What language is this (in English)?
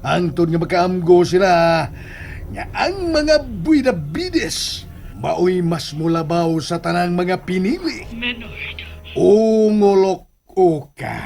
Cebuano